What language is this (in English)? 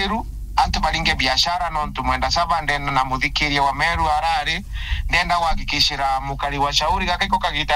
Meru